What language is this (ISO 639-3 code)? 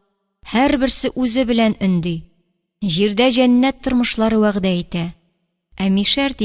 tat